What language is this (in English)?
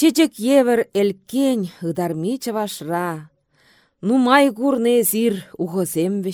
Chuvash